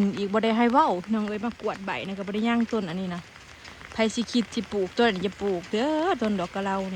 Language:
Northeastern Thai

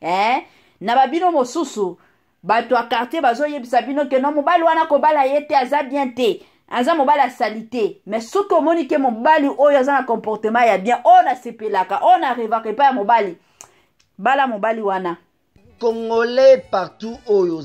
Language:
Lingala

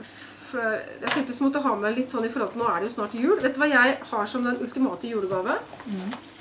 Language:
Norwegian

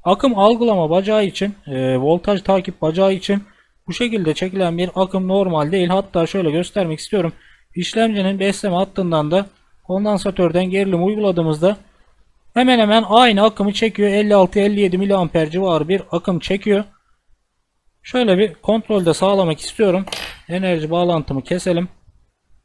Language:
Turkish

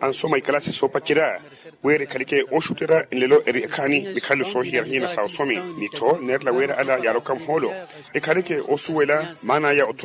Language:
Makhuwa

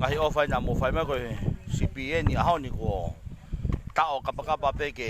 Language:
Tongan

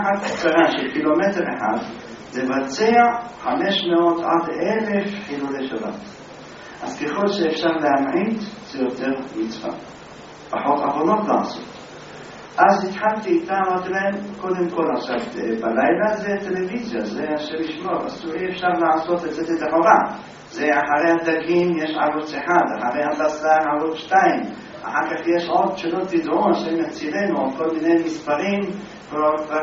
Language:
Hebrew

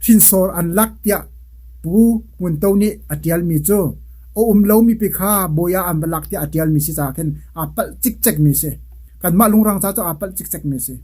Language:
Hakha Chin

